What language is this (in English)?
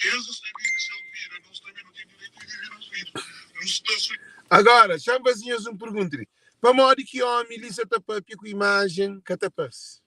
Kabuverdianu